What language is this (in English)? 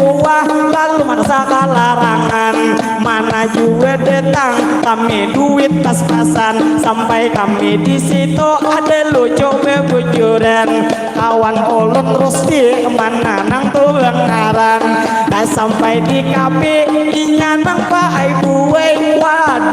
Banjar